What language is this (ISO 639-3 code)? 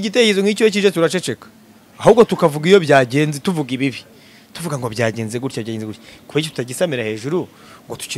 kin